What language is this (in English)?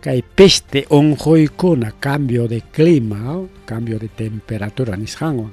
Ayacucho Quechua